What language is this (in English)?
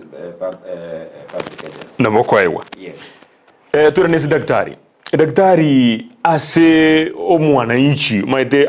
Gusii